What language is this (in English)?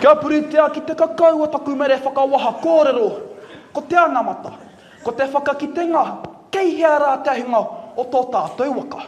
Māori